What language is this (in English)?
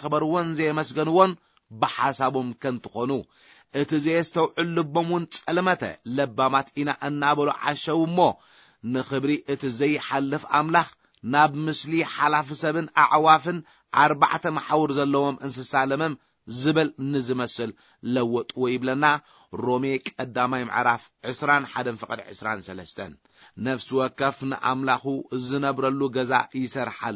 Tigrinya